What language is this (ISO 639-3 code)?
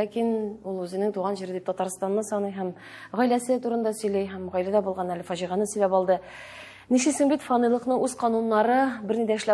tat